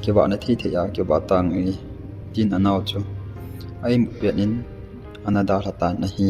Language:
Thado Chin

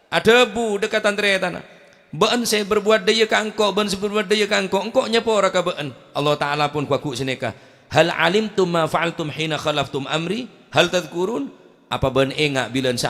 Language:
Madurese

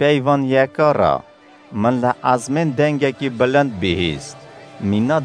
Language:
Kurdish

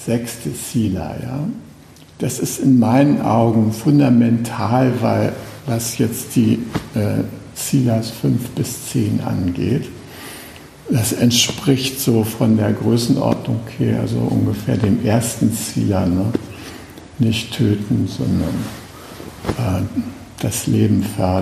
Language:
German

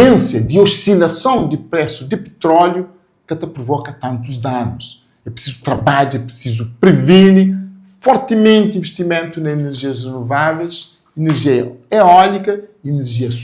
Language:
Kabuverdianu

